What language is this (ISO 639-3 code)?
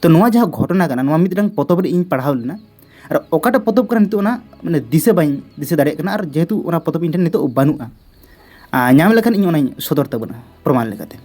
sat